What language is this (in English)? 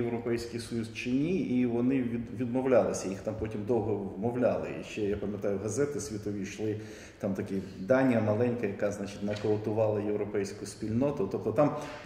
Ukrainian